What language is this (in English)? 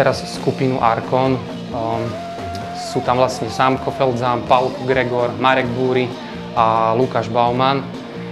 Slovak